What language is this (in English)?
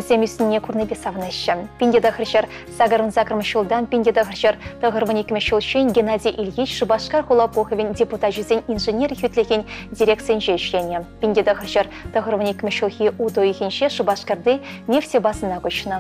Chuvash